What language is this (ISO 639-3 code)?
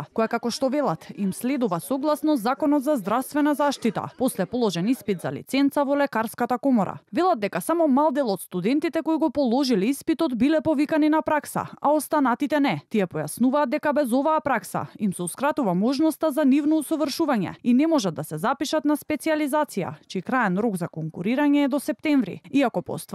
mkd